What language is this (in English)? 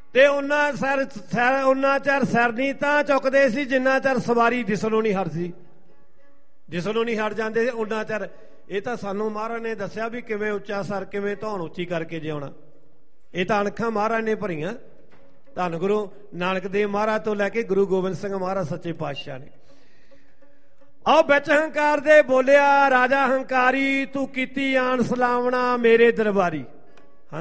Punjabi